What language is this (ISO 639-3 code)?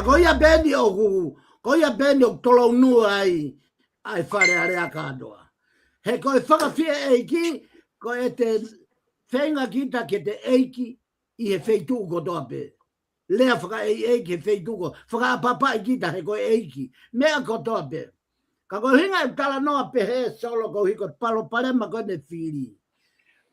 ton